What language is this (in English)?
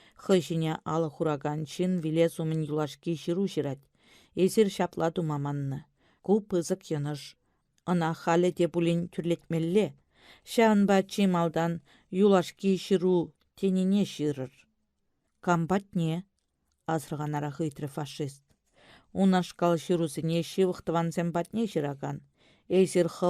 Chuvash